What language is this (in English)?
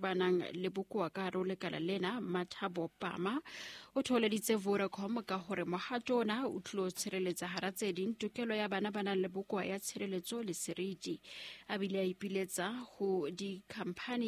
Southern Sotho